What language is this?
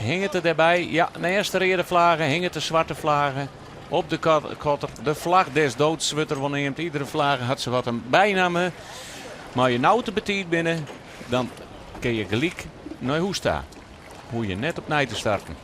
Western Frisian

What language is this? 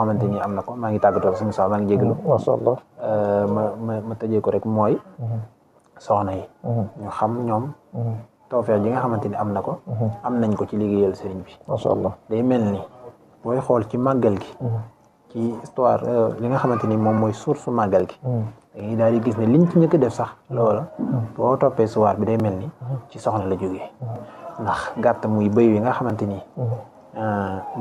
Wolof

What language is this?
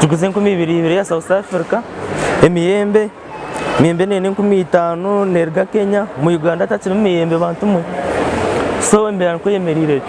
Nyankole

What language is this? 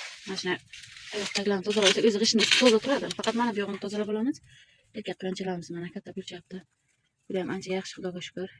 Uzbek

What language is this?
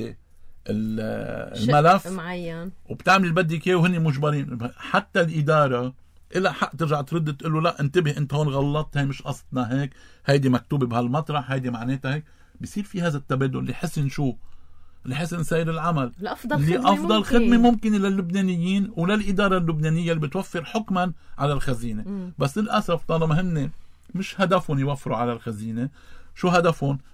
North Levantine Arabic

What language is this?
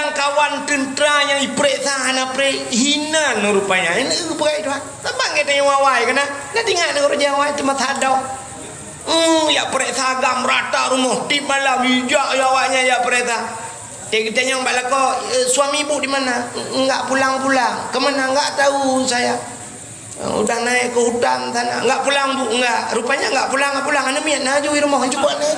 Achinese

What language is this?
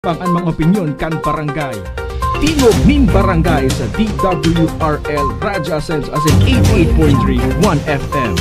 Bikol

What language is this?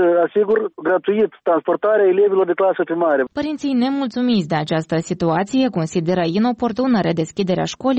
Romanian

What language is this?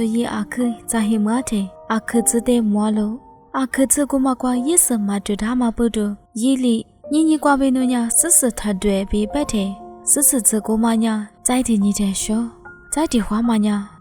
Lisu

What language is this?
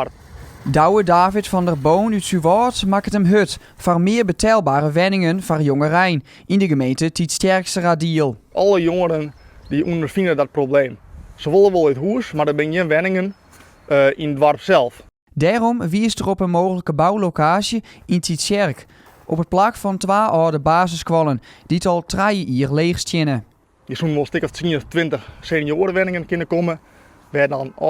Western Frisian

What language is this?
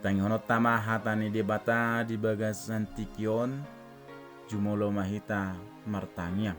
Batak Toba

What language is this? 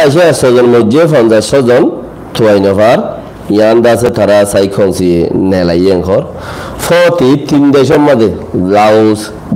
Rohingya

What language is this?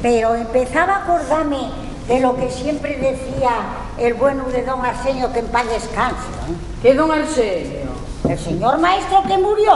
Asturian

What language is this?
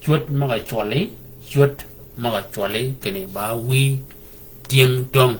Shilluk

